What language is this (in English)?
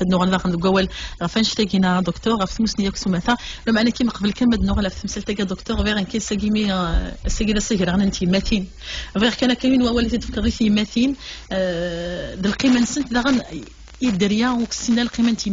Kabyle